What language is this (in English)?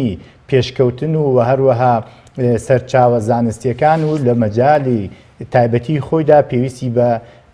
Central Kurdish